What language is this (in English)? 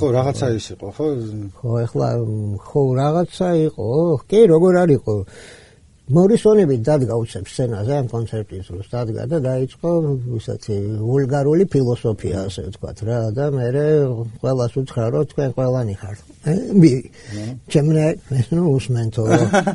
Georgian